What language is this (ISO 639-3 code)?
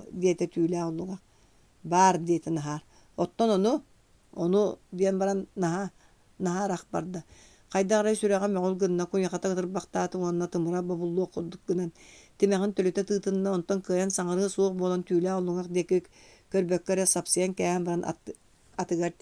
sah